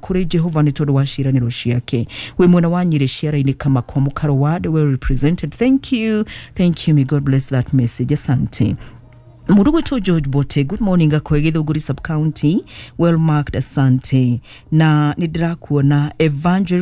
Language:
Kikuyu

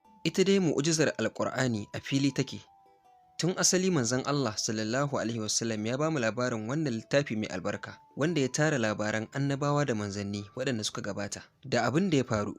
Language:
Hausa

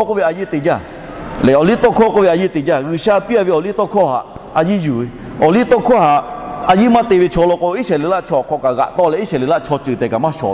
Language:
Lahu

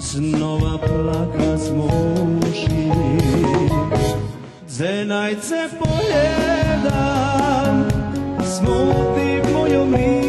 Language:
Rusyn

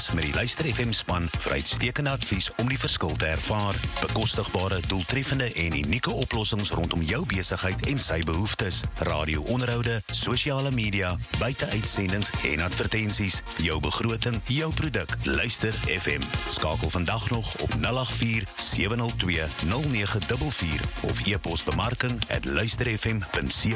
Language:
Afrikaans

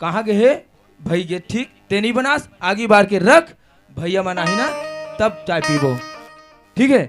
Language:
Chhattisgarhi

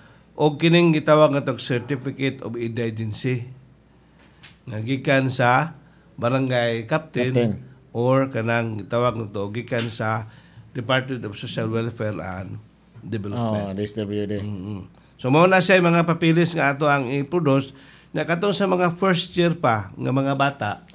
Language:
Cebuano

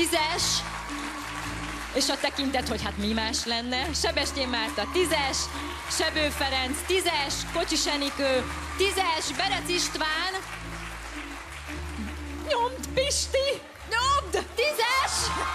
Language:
Hungarian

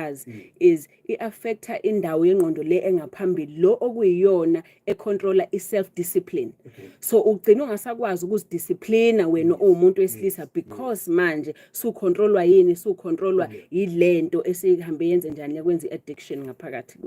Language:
Zulu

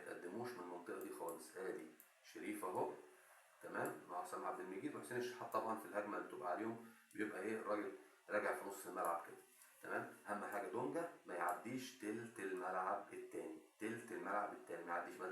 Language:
Egyptian Arabic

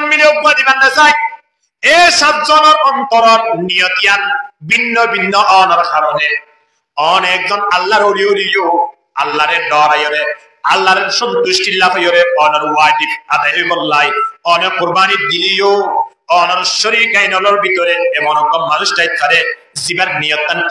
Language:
Rohingya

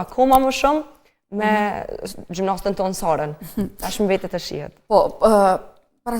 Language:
Albanian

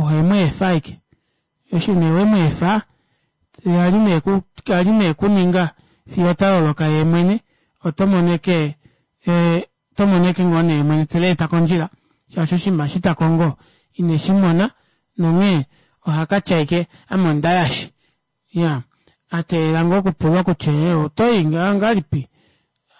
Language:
Kuanyama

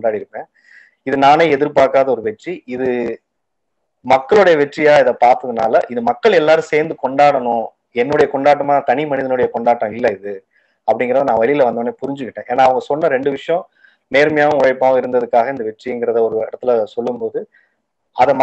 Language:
Tamil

